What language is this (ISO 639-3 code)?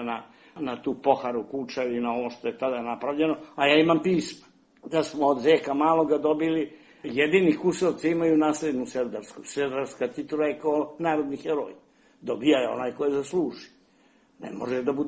srp